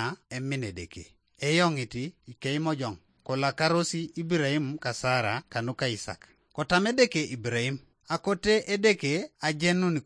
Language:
Teso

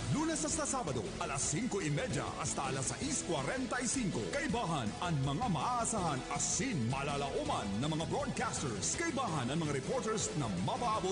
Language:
Bikol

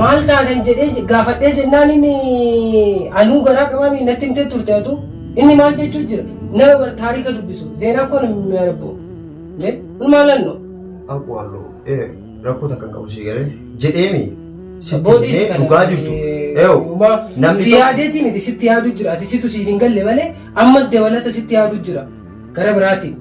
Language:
Oromo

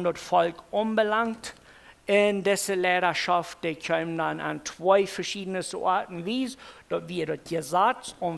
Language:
Plautdietsch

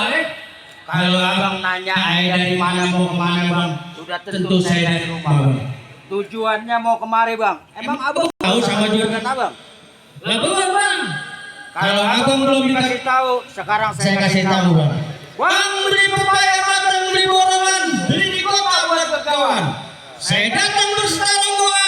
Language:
Betawi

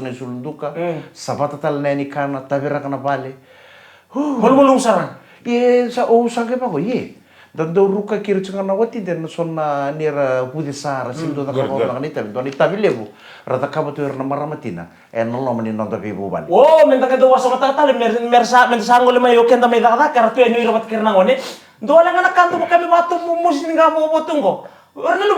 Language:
Fijian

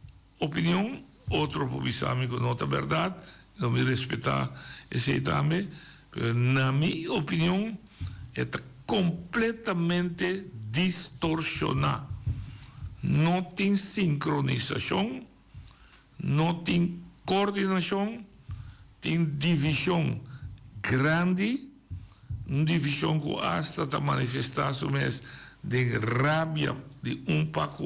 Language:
Papiamento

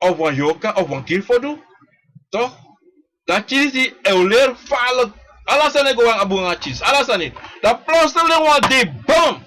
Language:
Sranan Tongo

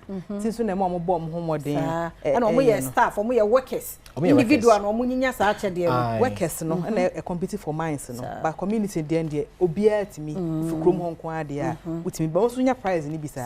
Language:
Akan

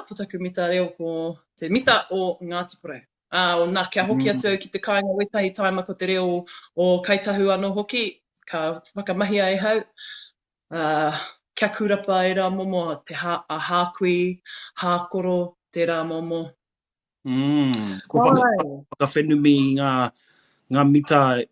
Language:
Māori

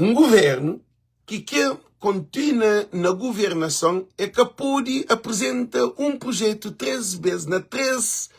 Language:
Kabuverdianu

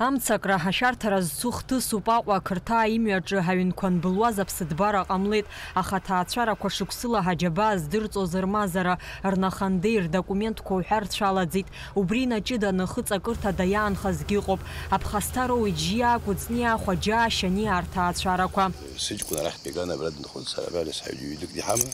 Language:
Abkhazian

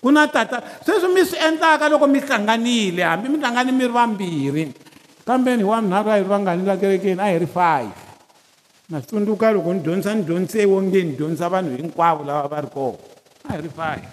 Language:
Tsonga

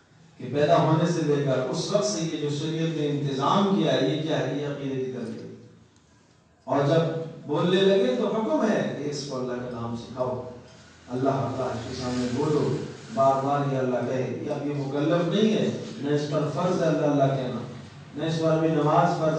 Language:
Urdu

